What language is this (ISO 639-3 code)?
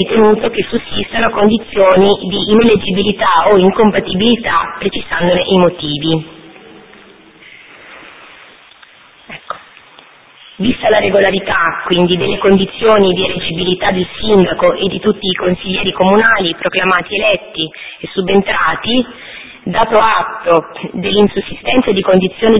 ita